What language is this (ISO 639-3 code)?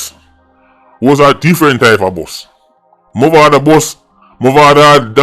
jam